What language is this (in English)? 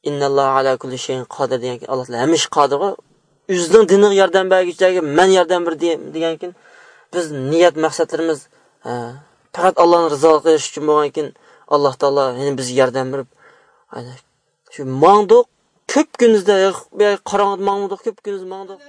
Uyghur